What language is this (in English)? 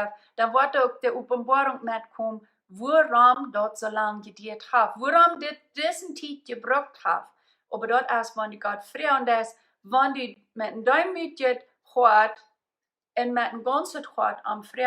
Plautdietsch